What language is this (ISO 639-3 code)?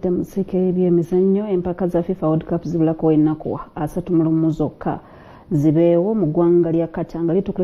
lug